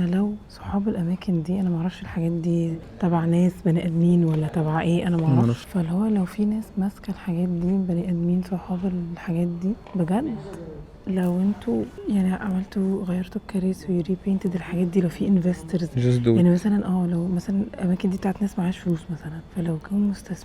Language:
Egyptian Arabic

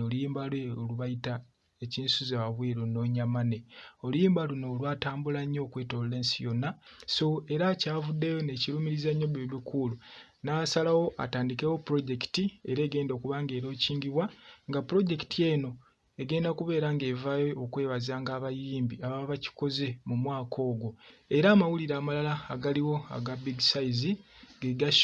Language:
Ganda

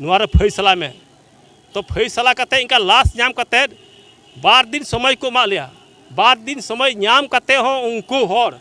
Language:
Santali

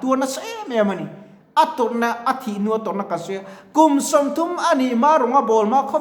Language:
Mizo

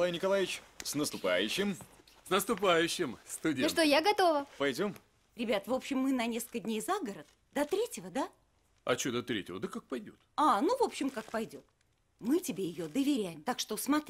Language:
Russian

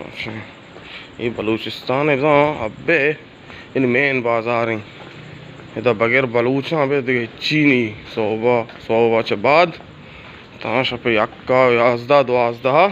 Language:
Baluchi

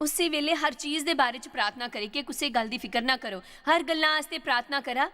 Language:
Dogri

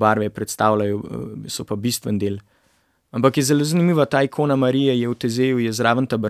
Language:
Slovenian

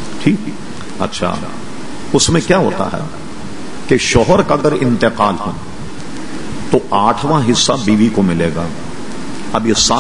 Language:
Urdu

